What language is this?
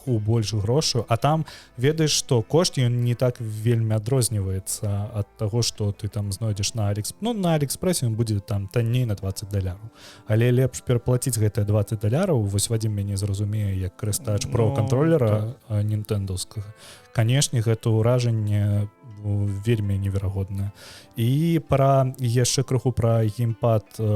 Belarusian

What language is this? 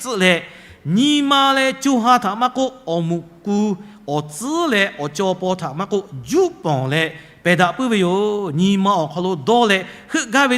Lahu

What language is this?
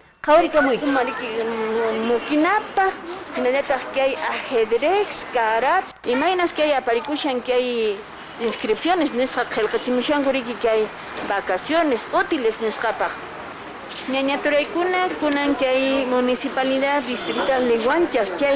Quechua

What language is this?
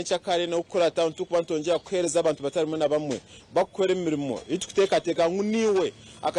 Nyankole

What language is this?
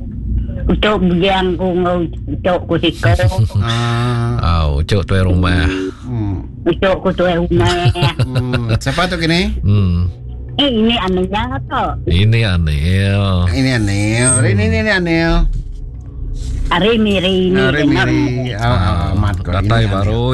Iban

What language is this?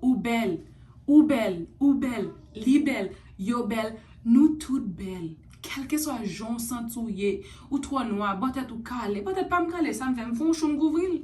Haitian Creole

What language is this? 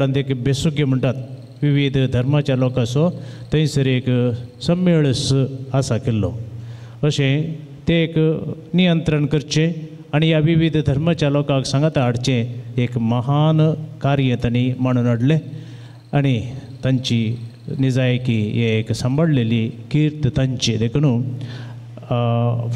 Konkani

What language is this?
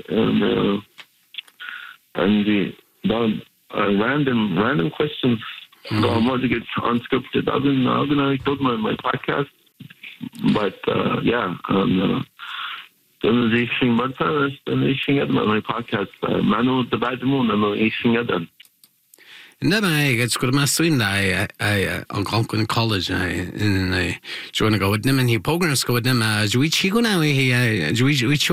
English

